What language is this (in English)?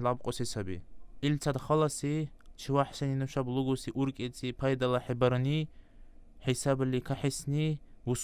Dargwa